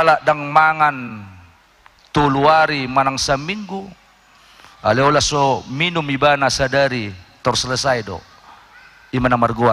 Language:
Batak Toba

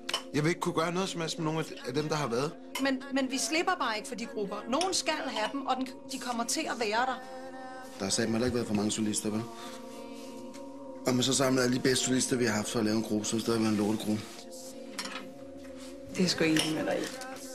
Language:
Danish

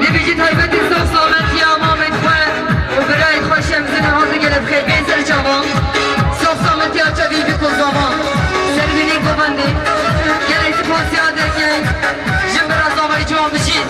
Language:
Kurdish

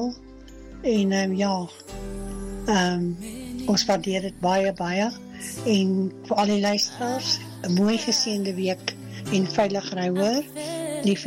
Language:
Afrikaans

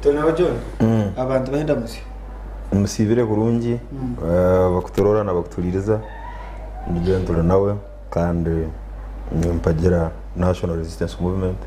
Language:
Nyankole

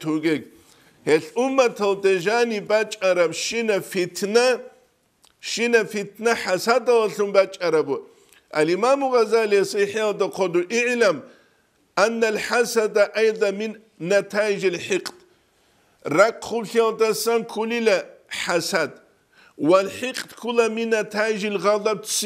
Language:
Avaric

